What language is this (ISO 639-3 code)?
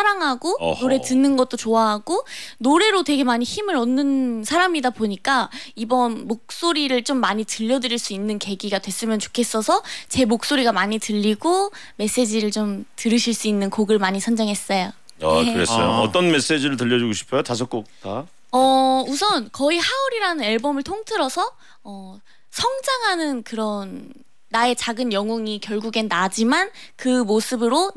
kor